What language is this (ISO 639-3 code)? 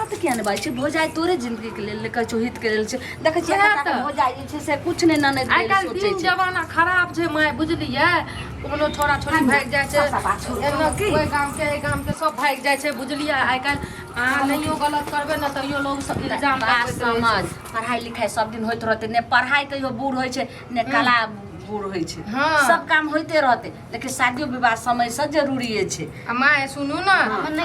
mai